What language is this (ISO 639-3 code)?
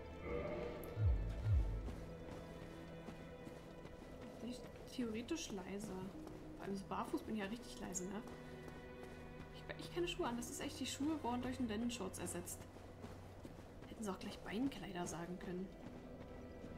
deu